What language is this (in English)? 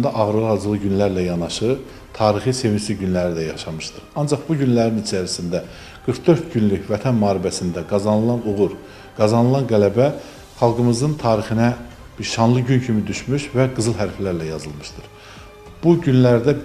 Azerbaijani